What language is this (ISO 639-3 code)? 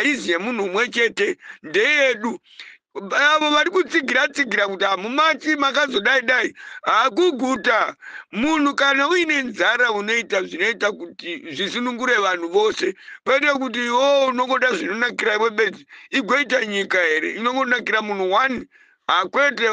sna